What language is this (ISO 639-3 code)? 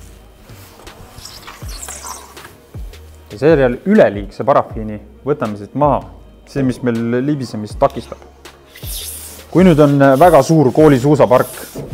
est